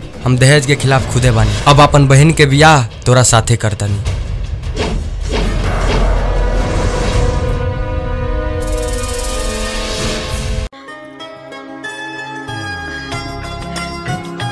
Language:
Bhojpuri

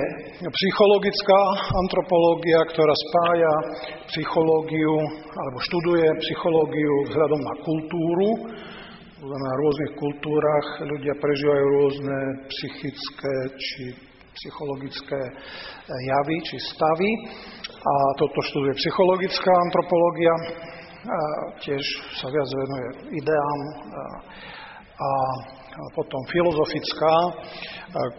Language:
Slovak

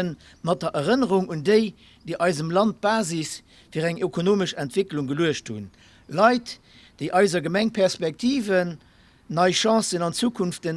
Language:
Luxembourgish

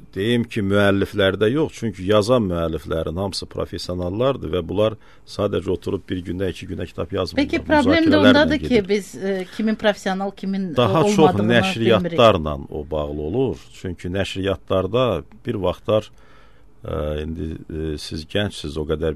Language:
Azerbaijani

